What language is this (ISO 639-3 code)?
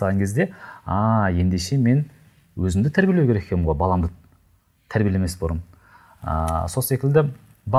kaz